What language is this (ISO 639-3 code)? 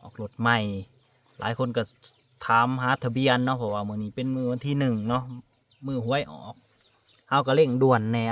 lao